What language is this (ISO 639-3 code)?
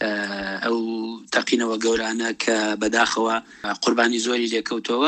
ckb